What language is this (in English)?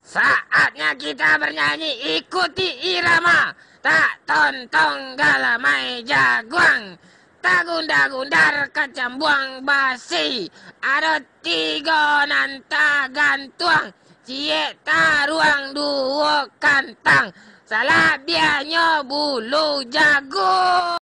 Minangkabau